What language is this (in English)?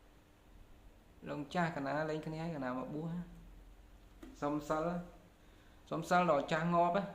Khmer